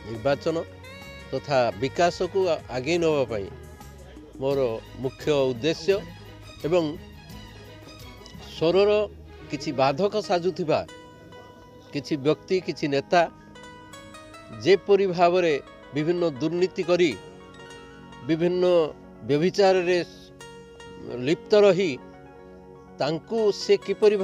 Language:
Odia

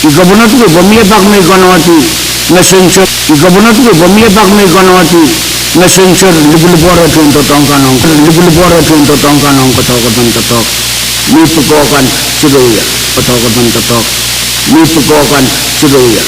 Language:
Pohnpeian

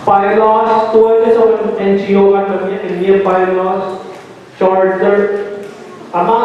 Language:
Pohnpeian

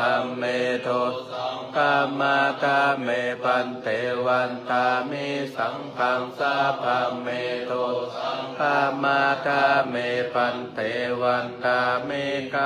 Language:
Pali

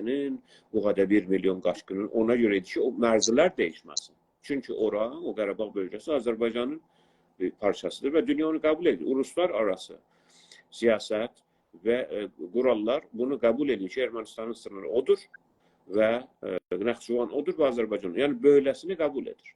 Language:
South Azerbaijani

